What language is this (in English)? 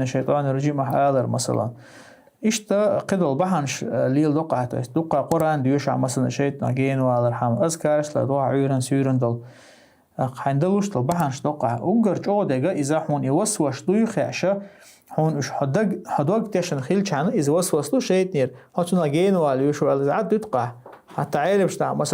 Chechen